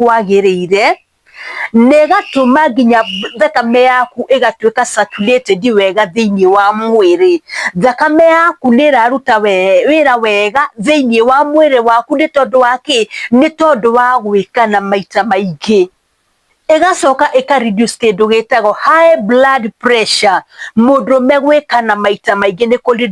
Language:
Kikuyu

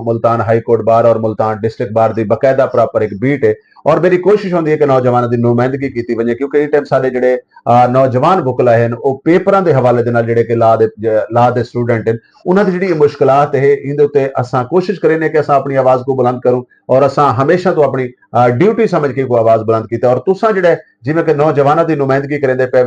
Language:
Saraiki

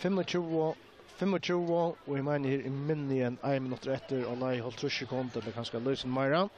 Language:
Faroese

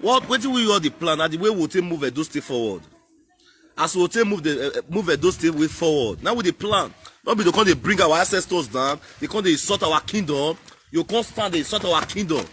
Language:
Nigerian Pidgin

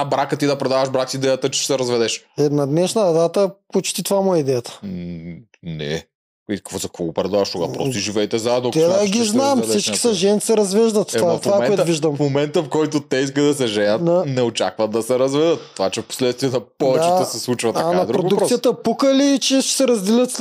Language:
Bulgarian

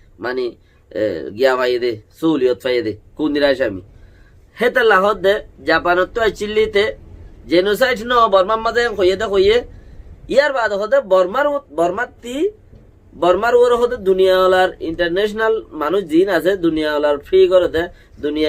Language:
Rohingya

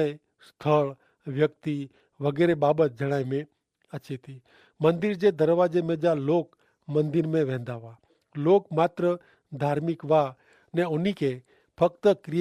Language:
Kachhi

